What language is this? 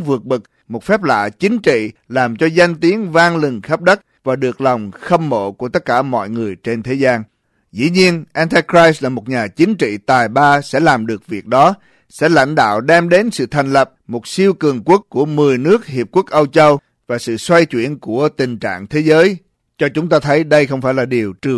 Vietnamese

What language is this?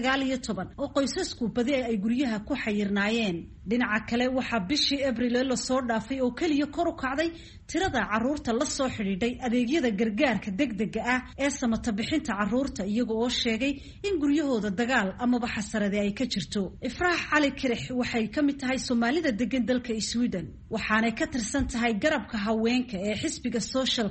Somali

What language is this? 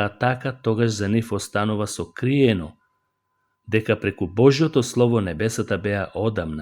Macedonian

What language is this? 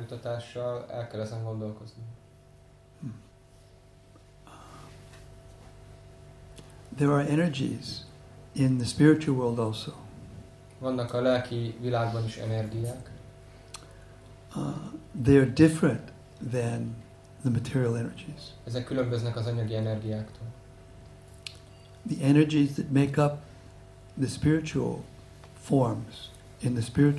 Hungarian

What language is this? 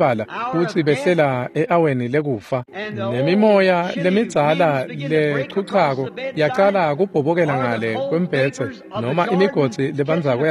Swati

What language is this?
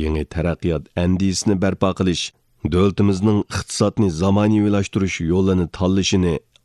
Uyghur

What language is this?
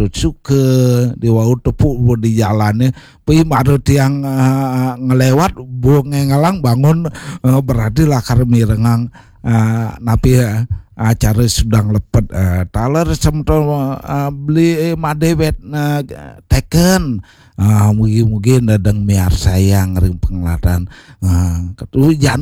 Balinese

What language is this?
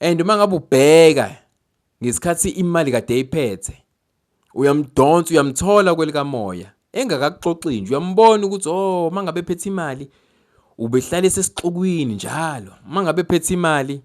Zulu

